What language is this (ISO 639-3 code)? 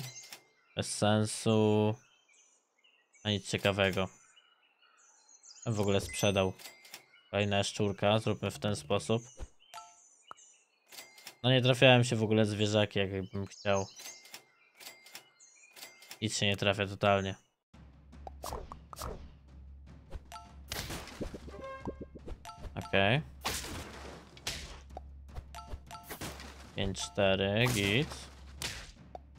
pol